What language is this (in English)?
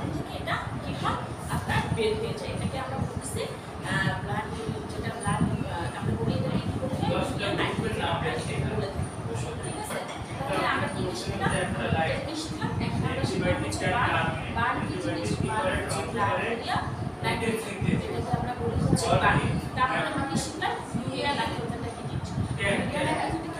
Bangla